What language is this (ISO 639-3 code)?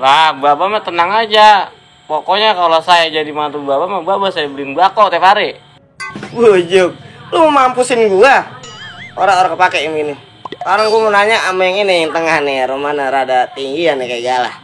bew